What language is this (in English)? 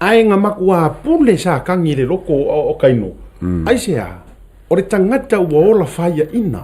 Samoan